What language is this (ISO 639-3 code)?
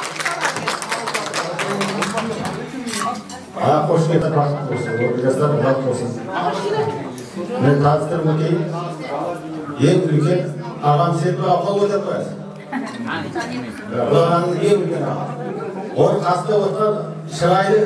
kaz